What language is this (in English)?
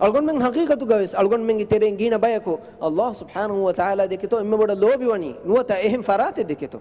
Divehi